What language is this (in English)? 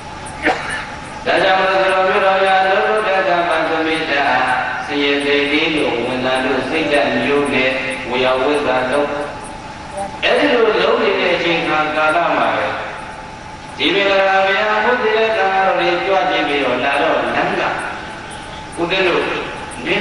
Burmese